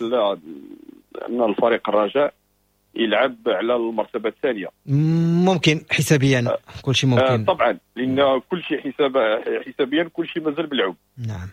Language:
Moroccan Arabic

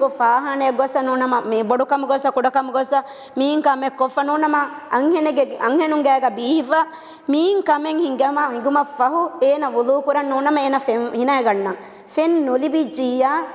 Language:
Divehi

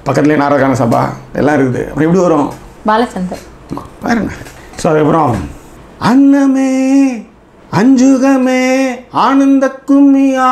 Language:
Tamil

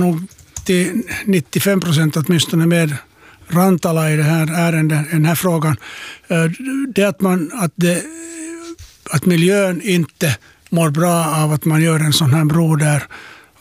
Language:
Swedish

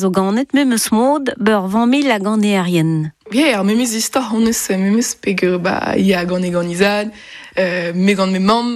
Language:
Breton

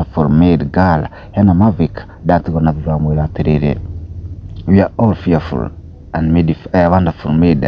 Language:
Kikuyu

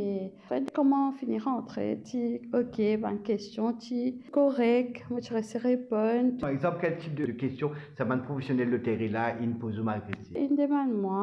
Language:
Morisyen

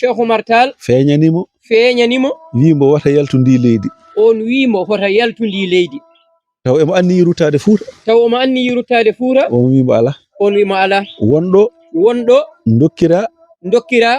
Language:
Fula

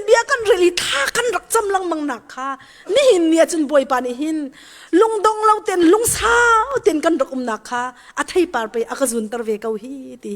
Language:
Hakha Chin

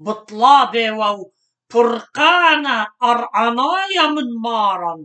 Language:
Assyrian Neo-Aramaic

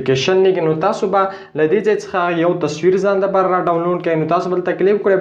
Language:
Pashto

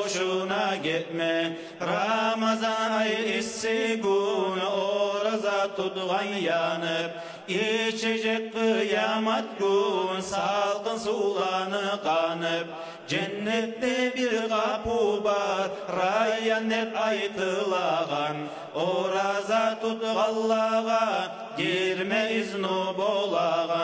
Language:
Kumyk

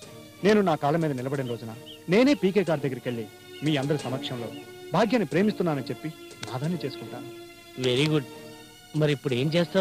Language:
Telugu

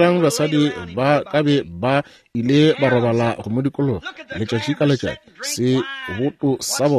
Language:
Northern Sotho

